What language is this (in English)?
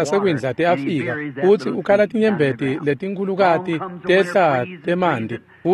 Swati